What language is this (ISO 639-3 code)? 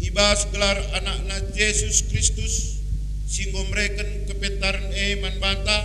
btx